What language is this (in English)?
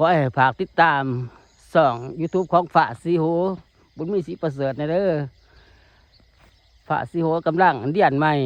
Lao